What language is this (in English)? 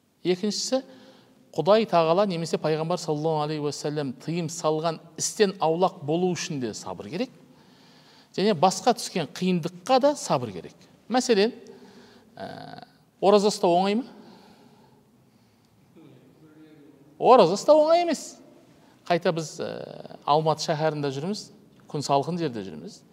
Kazakh